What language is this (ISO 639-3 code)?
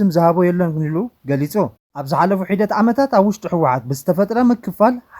tir